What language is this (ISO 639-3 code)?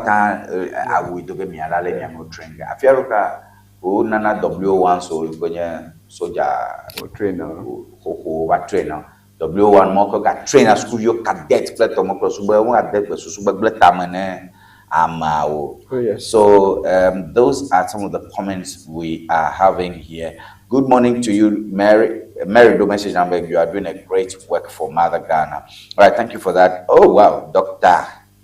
ewe